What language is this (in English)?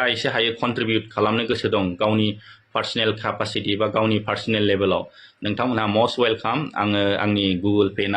Bodo